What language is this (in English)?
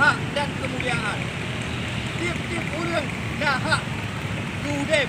Achinese